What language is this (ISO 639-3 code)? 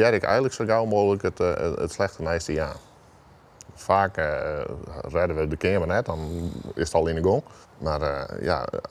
fry